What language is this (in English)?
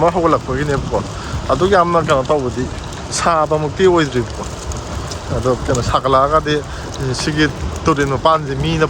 Manipuri